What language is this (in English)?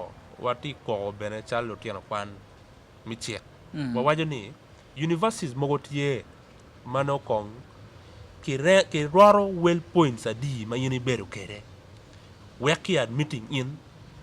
Acoli